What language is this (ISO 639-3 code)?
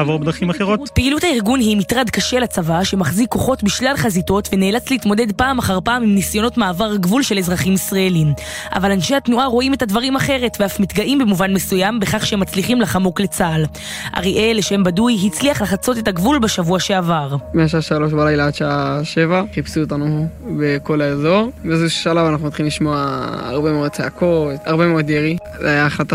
heb